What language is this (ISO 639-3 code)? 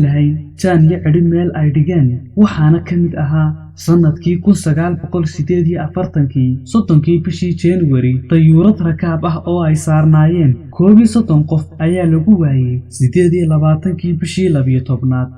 som